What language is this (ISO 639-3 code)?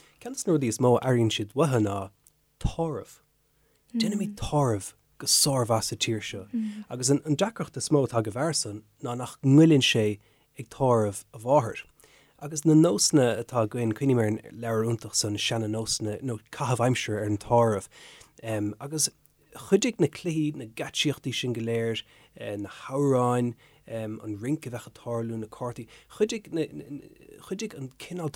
gle